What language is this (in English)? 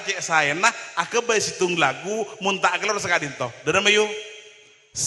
Madurese